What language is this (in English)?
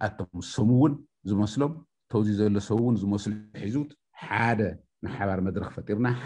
Tigrinya